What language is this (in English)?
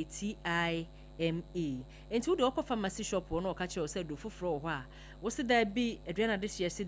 Akan